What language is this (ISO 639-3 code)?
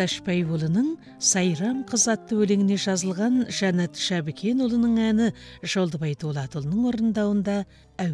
kaz